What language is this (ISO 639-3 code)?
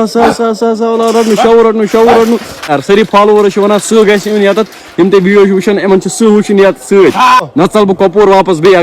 kas